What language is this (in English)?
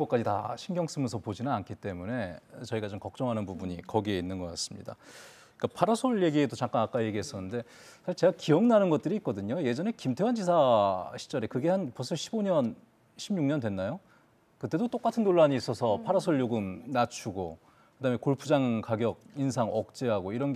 Korean